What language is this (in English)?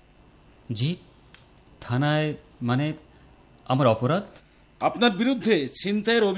Bangla